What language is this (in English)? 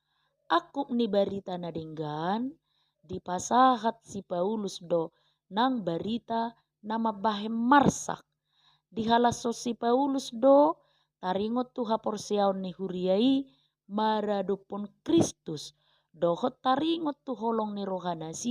Batak Toba